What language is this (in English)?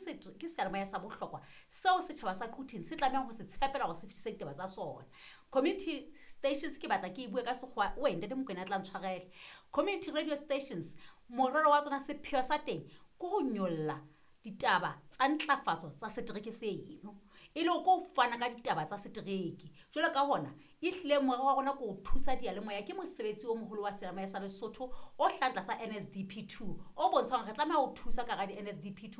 Southern Sotho